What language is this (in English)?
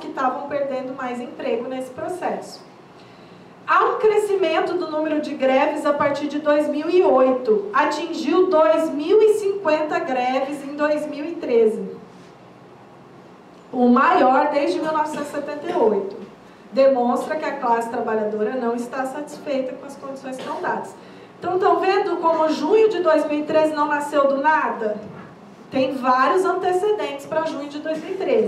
Portuguese